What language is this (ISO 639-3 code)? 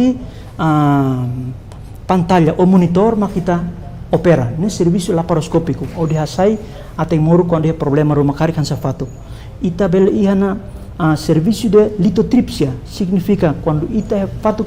tet